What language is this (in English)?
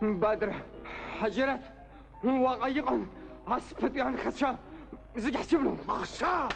Abkhazian